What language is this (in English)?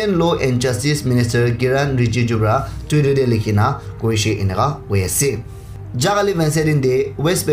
Naga Pidgin